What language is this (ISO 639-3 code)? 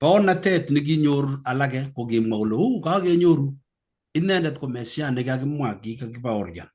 kln